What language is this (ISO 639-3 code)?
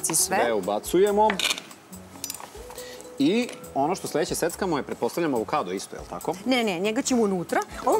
srp